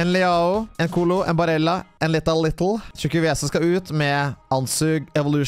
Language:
Norwegian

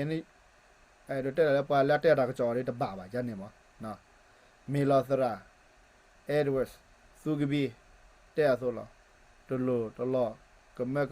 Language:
S'gaw Karen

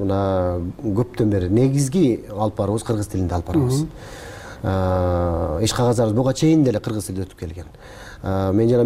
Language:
Kyrgyz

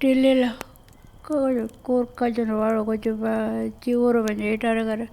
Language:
Pitjantjatjara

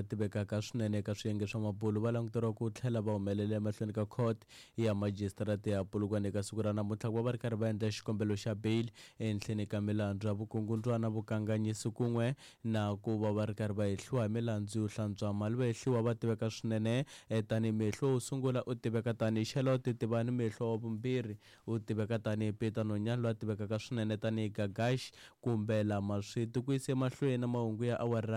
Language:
Tsonga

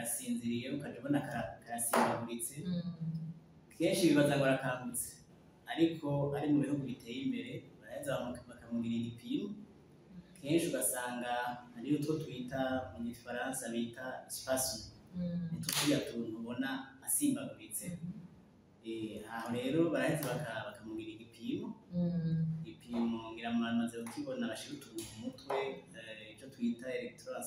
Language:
Rundi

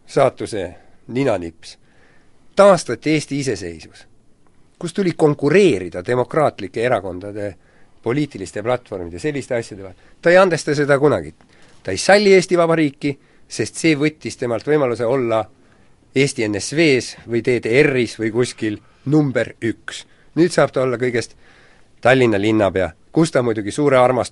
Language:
Estonian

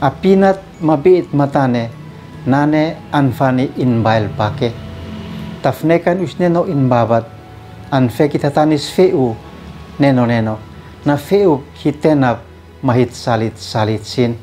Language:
Uab Meto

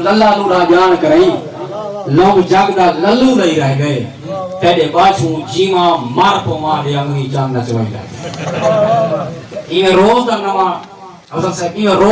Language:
Saraiki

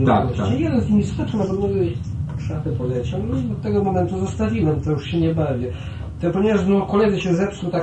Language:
Polish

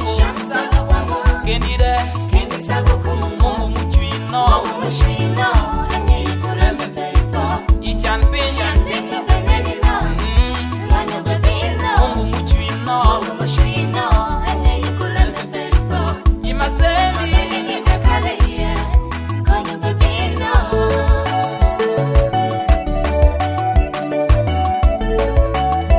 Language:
Swahili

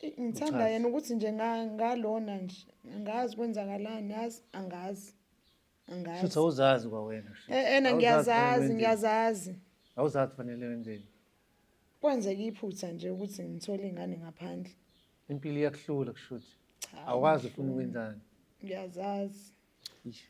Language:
Zulu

